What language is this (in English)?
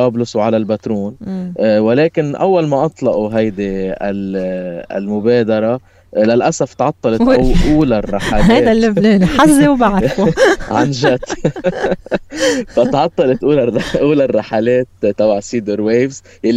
North Levantine Arabic